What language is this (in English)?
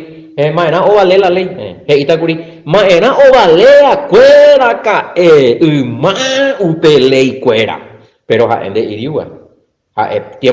Guarani